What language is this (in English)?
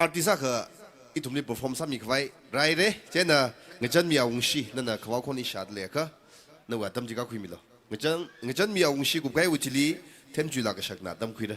Tangkhul Naga (India)